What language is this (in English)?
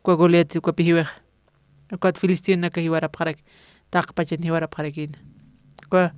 Aymara